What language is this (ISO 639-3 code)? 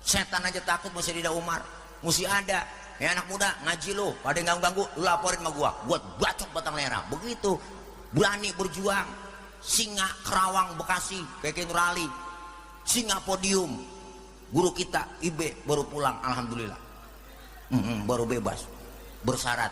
bew